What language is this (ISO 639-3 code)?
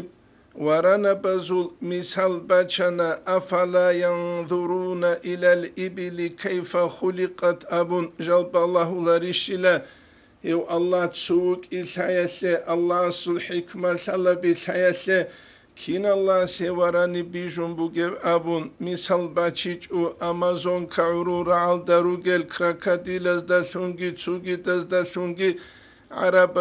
ava